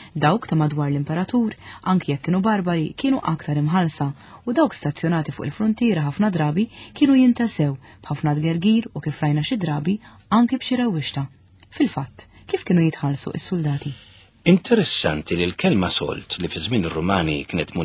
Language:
Maltese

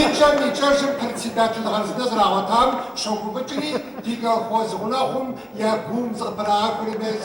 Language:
Kabardian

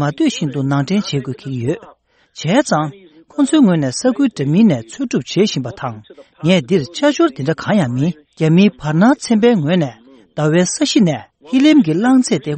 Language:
Tibetan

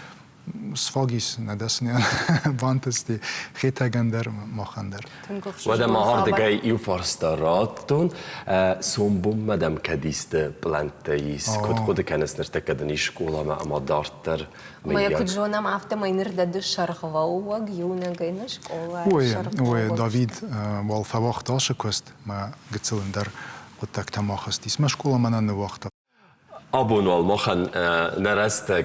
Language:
Ossetic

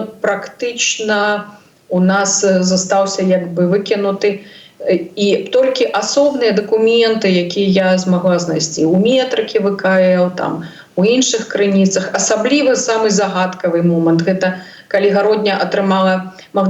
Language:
Belarusian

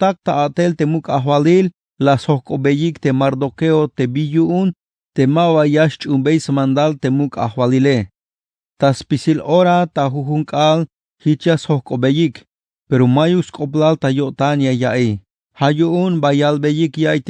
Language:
Tzeltal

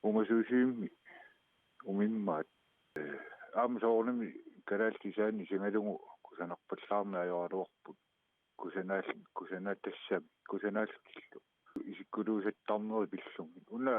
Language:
Kalaallisut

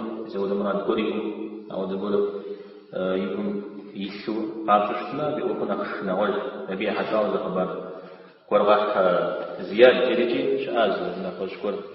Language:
Kabardian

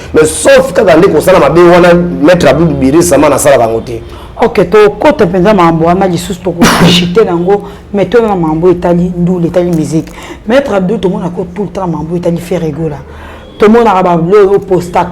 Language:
Lingala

